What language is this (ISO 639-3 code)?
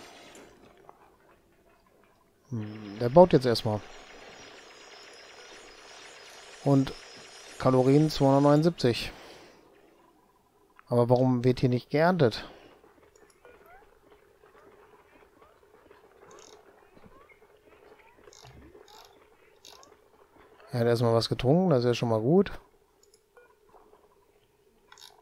deu